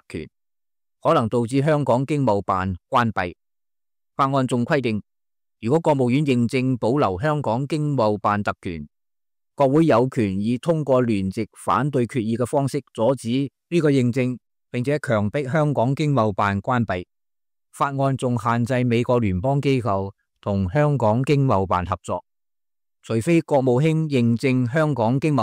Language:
Cantonese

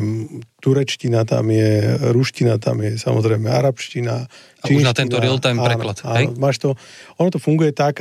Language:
Slovak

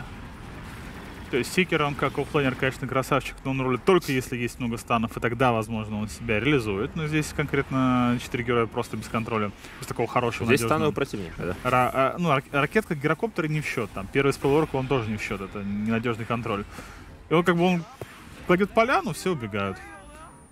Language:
Russian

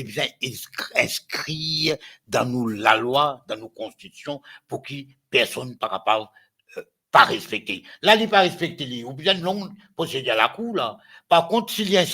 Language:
Morisyen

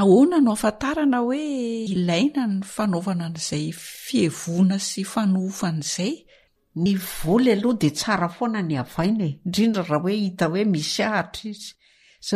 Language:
Malagasy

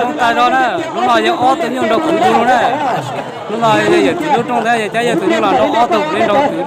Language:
Hmong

